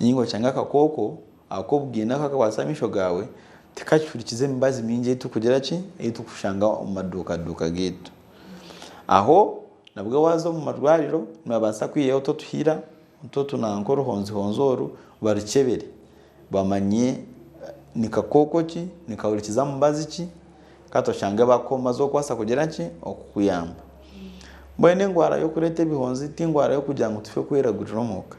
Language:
Nyankole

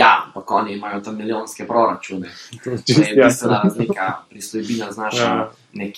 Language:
Slovenian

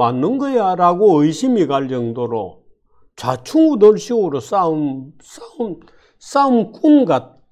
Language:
Korean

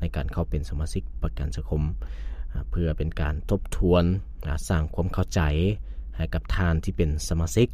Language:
Lao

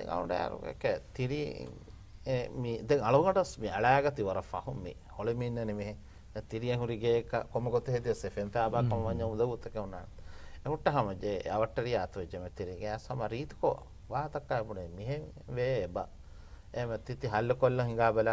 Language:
Divehi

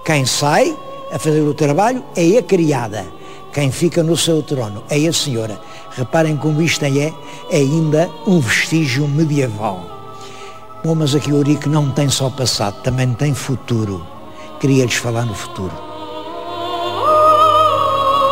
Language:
Portuguese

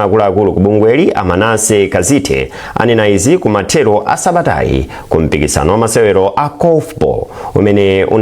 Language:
Nyanja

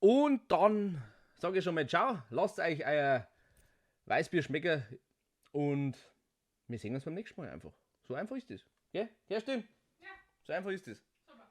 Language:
Bavarian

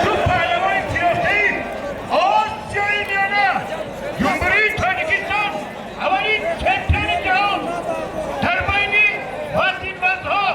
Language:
Tajik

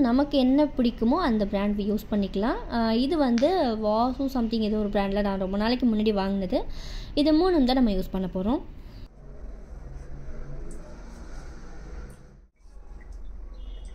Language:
Tamil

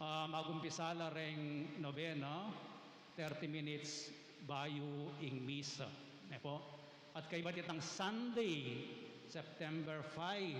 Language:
Pampanga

